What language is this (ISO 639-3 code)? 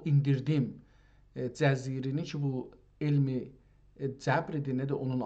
azb